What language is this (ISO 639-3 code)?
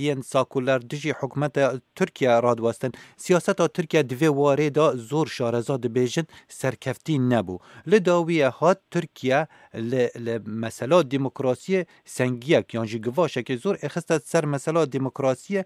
kur